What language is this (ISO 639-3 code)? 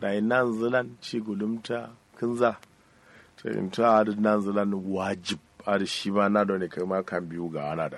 kau